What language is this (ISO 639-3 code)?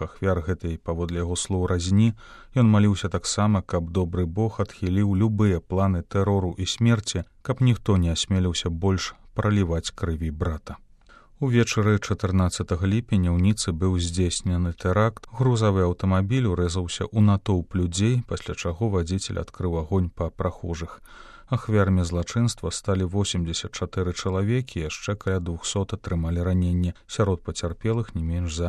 bel